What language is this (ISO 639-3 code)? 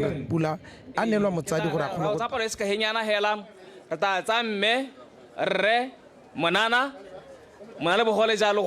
tsn